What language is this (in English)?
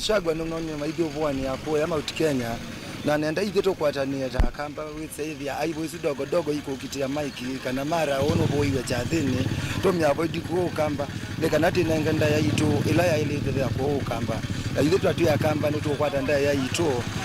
Kamba